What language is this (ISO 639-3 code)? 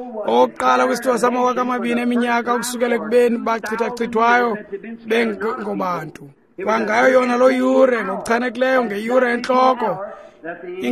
xho